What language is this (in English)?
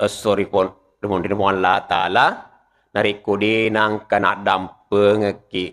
Buginese